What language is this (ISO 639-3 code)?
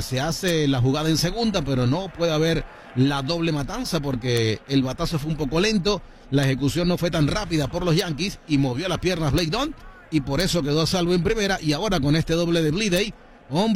spa